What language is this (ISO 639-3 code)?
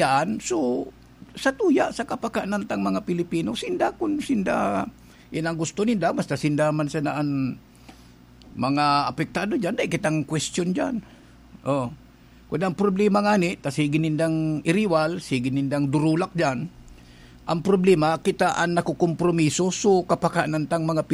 bik